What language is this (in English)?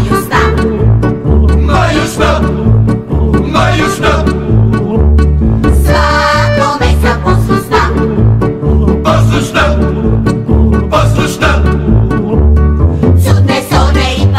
Croatian